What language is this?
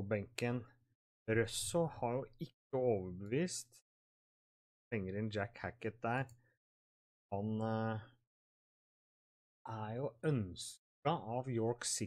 Norwegian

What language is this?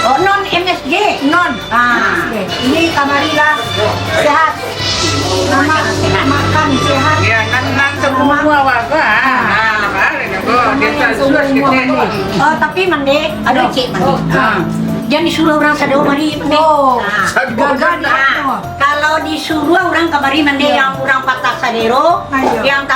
Minangkabau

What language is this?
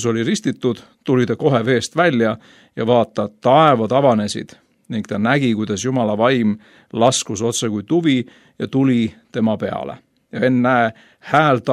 Estonian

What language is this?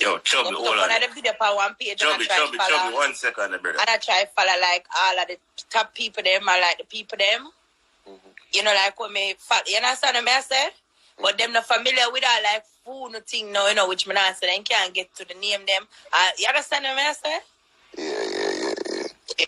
Jamaican Creole English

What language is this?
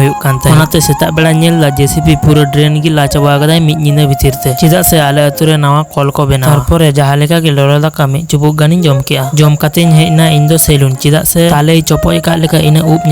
Santali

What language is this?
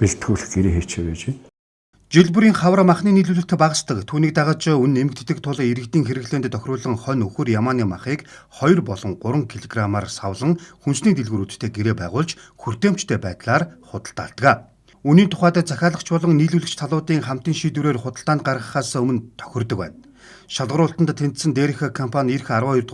Mongolian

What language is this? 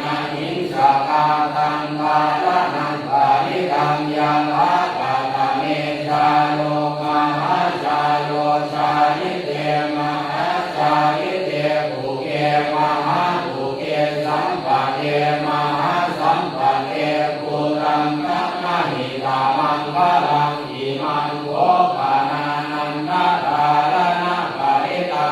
Pali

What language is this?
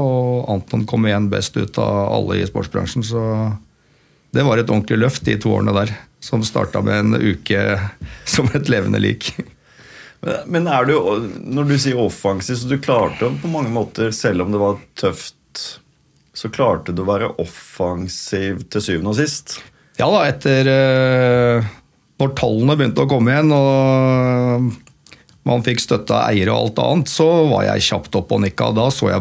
Norwegian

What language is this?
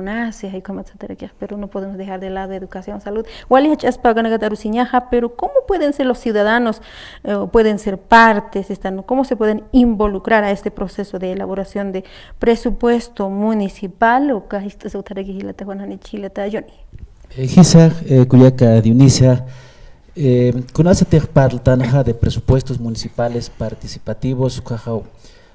Aymara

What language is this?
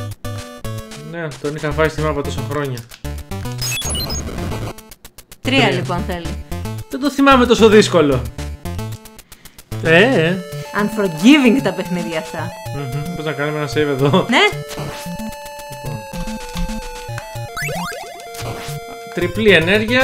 Greek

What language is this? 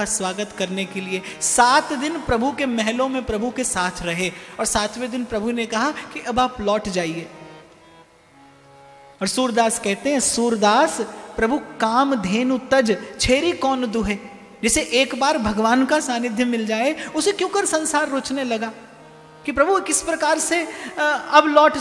Hindi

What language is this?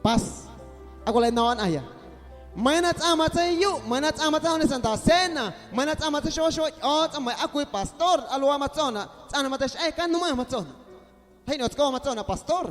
Guerrero Amuzgo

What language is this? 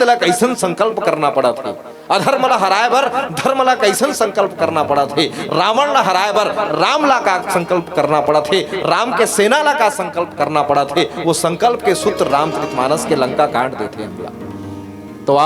Chhattisgarhi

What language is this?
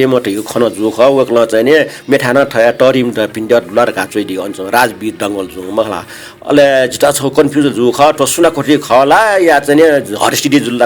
Newari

